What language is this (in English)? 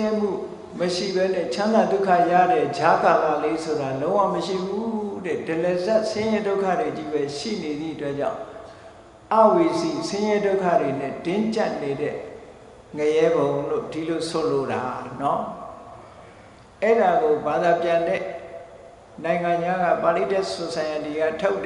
Burmese